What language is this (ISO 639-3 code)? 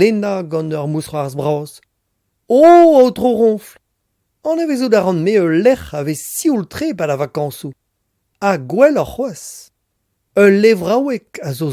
bre